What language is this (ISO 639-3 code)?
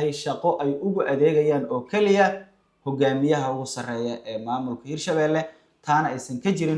som